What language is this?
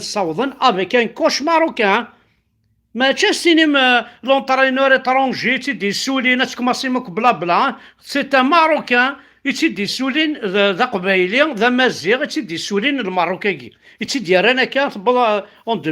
Kabyle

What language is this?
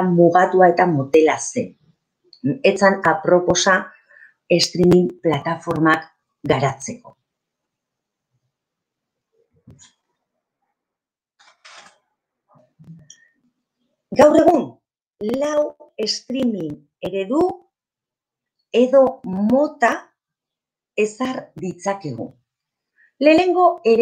Basque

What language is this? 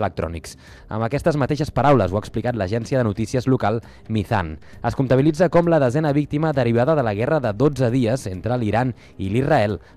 Catalan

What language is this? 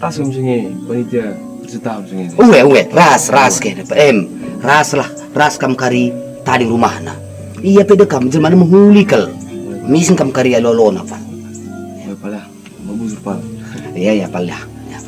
Batak Karo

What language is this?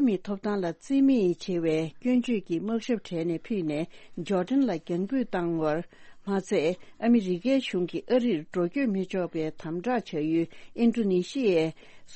Tibetan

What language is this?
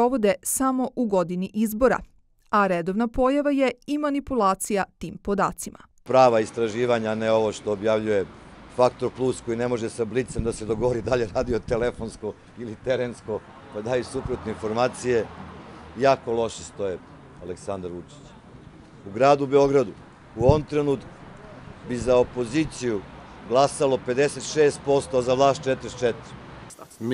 Serbian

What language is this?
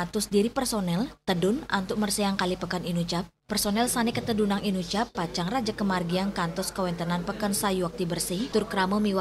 Balinese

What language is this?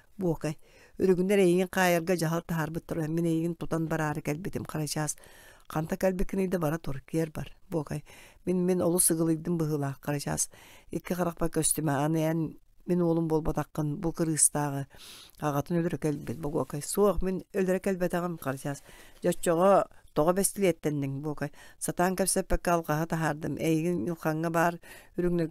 Yakut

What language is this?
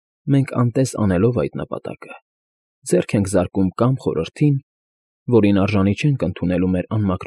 Armenian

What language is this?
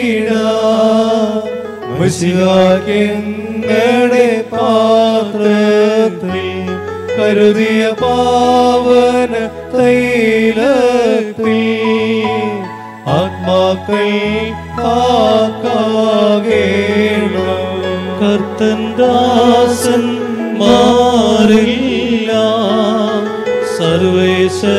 Malayalam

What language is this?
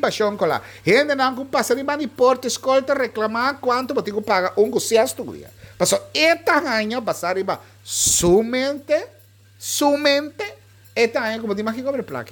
Papiamento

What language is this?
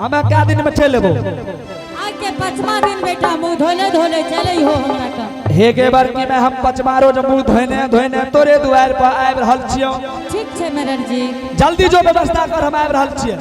Angika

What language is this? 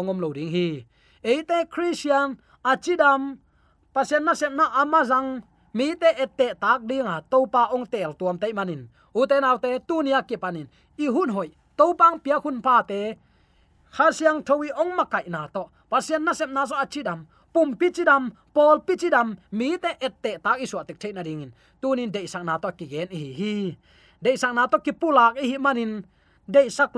Tedim Chin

